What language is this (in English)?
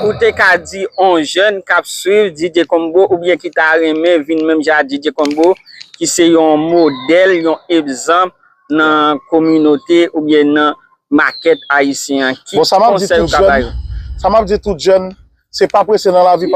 Haitian Creole